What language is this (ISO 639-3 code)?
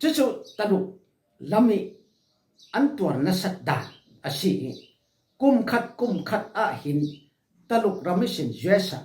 cfm